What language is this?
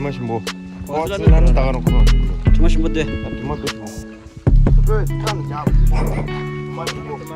Tibetan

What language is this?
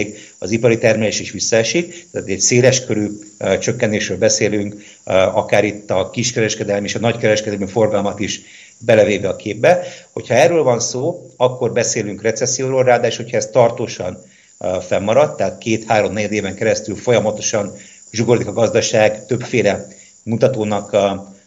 Hungarian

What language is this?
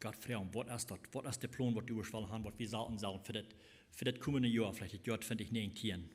Plautdietsch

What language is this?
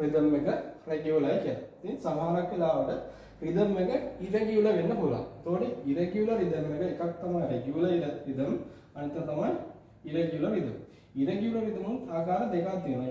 Sinhala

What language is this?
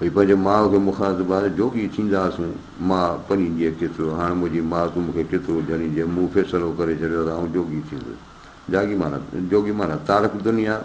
Sindhi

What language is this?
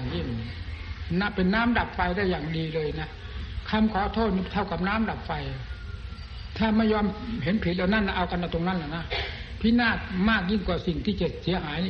Thai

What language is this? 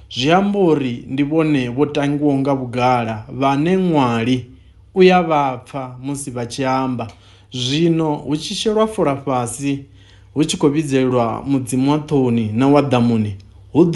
Venda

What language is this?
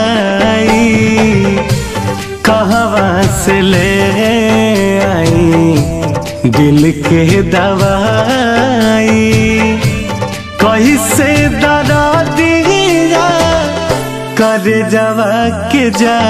Bhojpuri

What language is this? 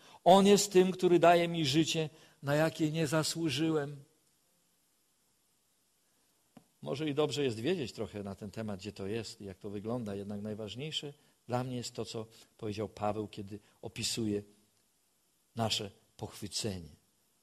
Polish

